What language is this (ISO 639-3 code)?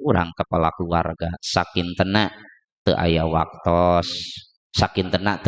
sun